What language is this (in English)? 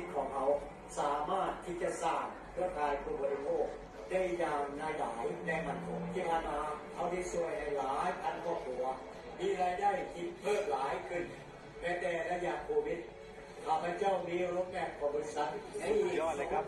Lao